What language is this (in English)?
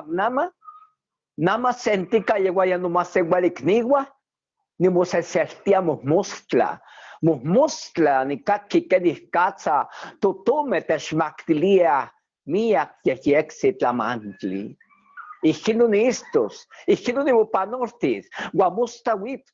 Eastern Huasteca Nahuatl